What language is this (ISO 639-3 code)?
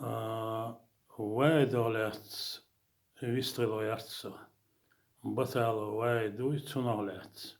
che